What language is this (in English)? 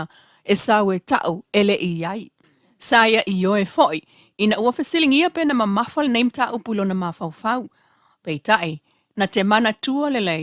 Samoan